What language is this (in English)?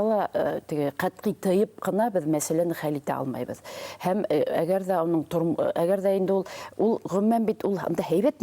Bashkir